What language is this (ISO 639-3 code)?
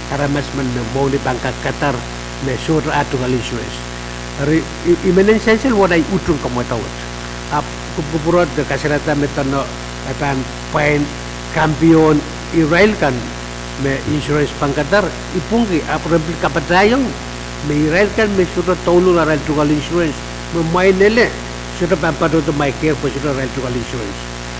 pon